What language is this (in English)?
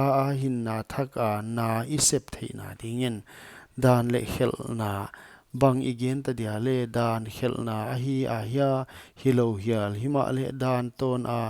Paite Chin